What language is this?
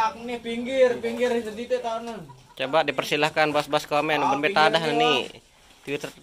Sasak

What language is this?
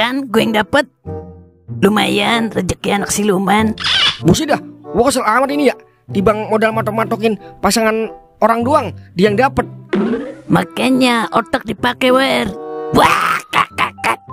Betawi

